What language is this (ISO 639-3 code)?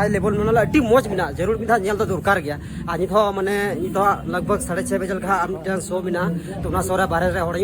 sat